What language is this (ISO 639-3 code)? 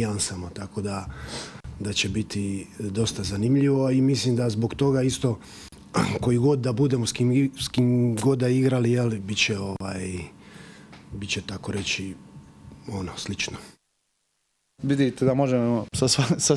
hrv